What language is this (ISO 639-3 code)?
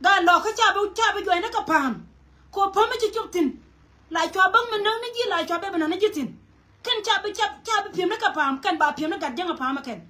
nus